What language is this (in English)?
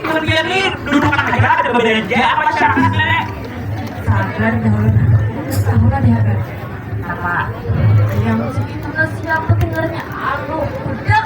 Banjar